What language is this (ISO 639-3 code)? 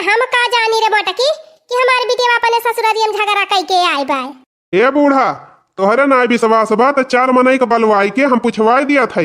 awa